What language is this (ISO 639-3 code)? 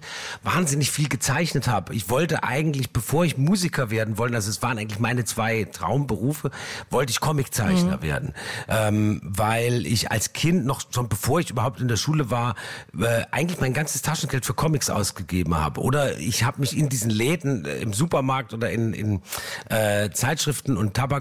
deu